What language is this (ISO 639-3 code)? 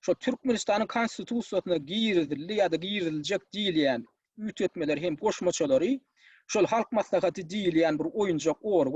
tuk